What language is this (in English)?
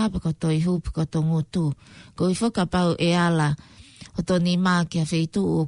Tongan